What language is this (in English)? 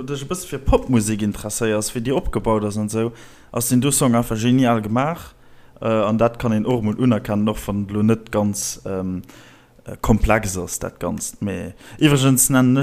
Luxembourgish